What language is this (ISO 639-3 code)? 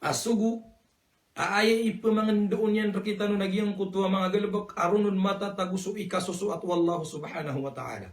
mrw